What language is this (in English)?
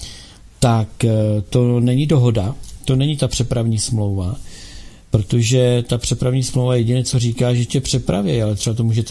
Czech